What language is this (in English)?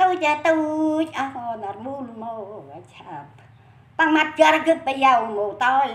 Central Mnong